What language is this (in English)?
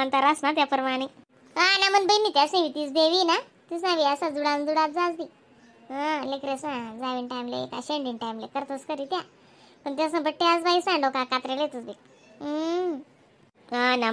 Khandesi